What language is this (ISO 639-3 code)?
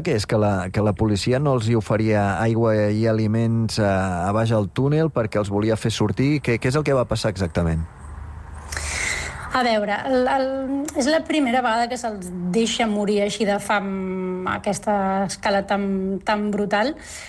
cat